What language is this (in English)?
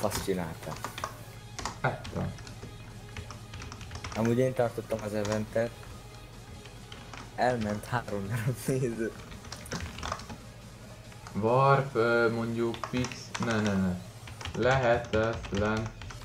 Hungarian